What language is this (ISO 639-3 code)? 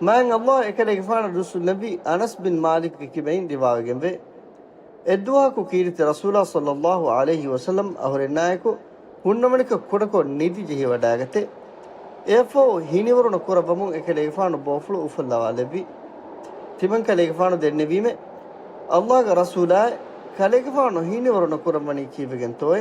div